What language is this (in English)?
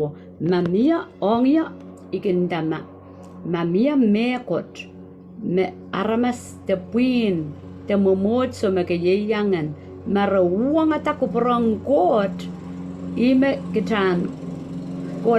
Pohnpeian